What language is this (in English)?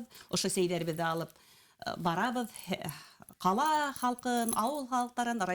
Bashkir